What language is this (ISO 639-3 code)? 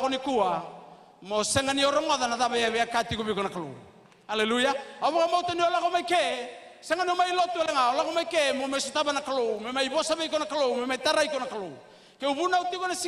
fij